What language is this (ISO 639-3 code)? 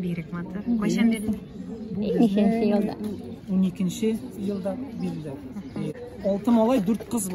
tat